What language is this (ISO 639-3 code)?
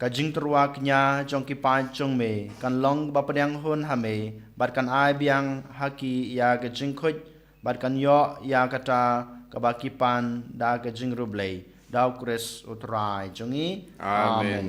kha